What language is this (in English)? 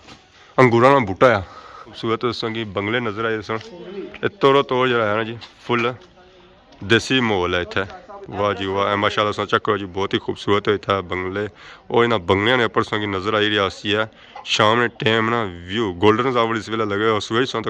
Pahari-Potwari